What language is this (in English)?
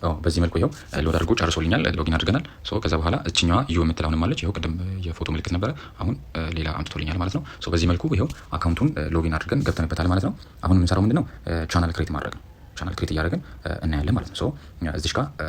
Amharic